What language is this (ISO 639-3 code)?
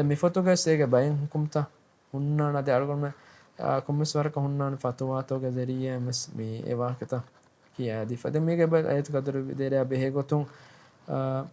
div